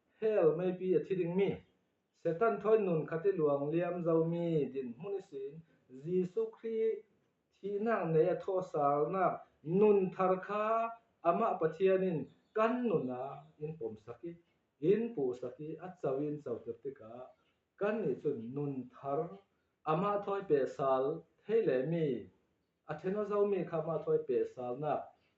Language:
Falam Chin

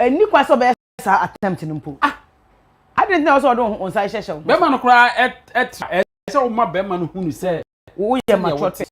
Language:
Akan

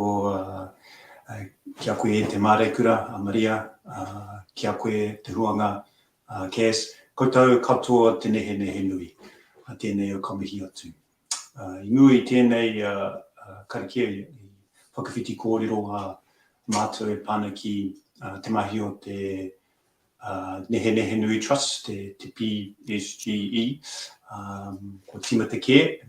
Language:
Māori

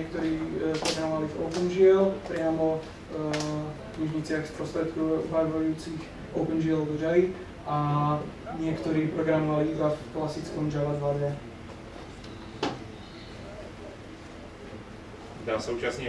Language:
Slovak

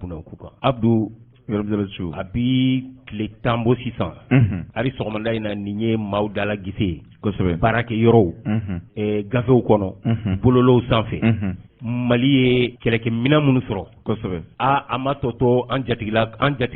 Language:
Bambara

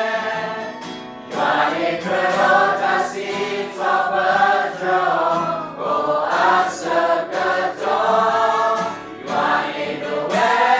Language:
S'gaw Karen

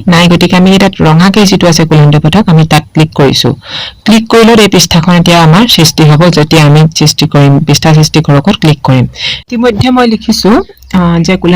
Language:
Assamese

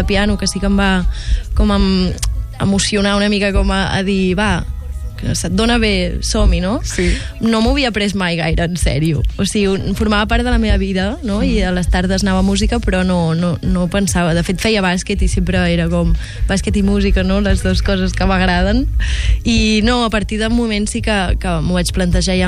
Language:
Catalan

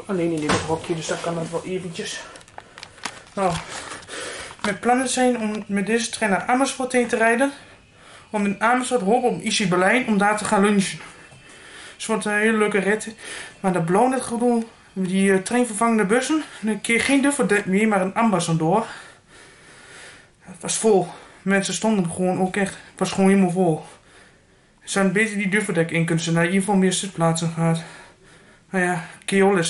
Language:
Dutch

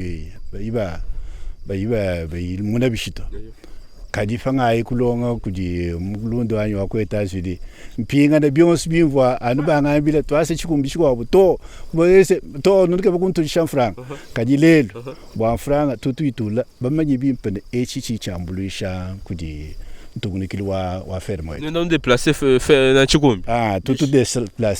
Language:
Luba-Lulua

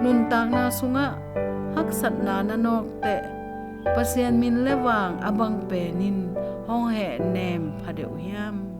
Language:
Tedim Chin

